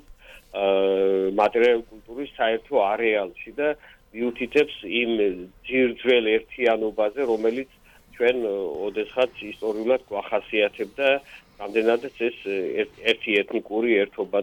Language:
Georgian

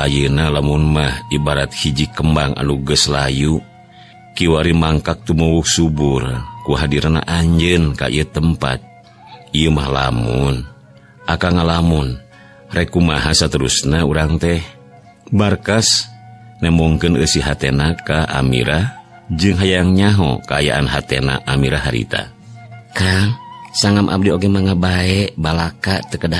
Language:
Sundanese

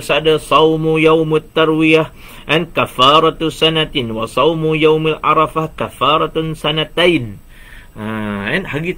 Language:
Malay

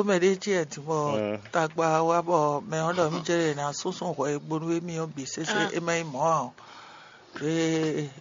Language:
Fon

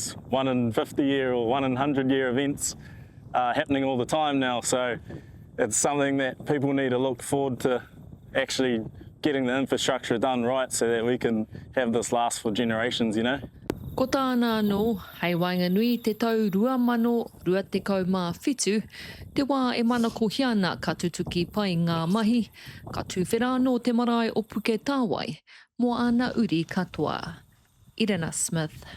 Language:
Māori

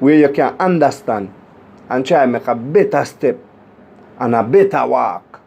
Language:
Jamaican Creole English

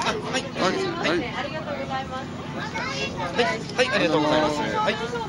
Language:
Japanese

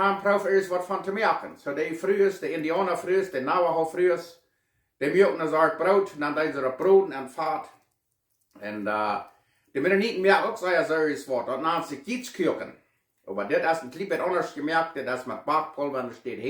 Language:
Plautdietsch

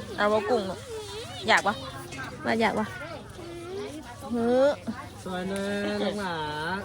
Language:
Northeastern Thai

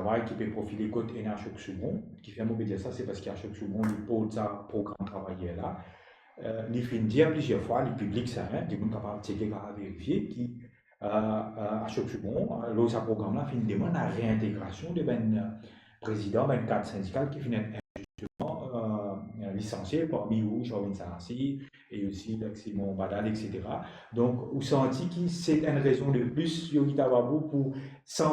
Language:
Morisyen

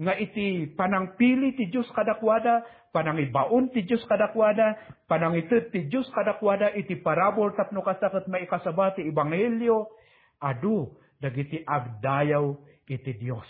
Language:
Iloko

